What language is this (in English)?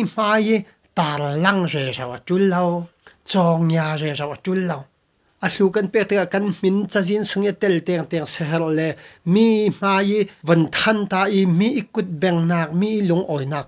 Falam Chin